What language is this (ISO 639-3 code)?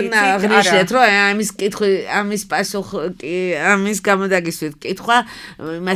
kat